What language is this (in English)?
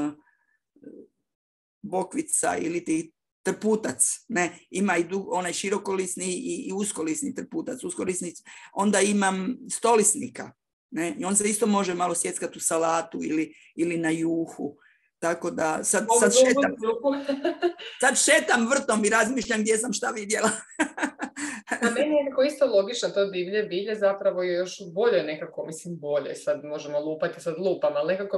Croatian